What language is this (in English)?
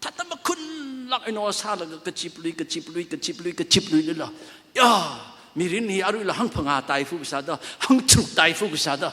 Tangkhul Naga (India)